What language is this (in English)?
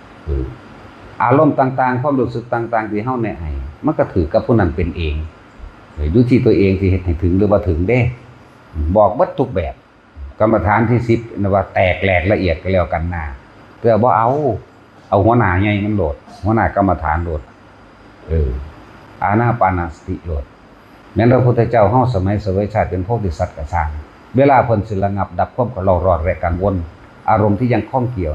Northeastern Thai